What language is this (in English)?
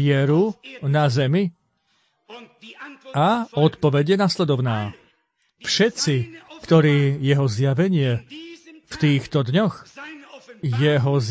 Slovak